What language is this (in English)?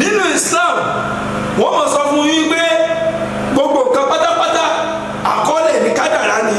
Yoruba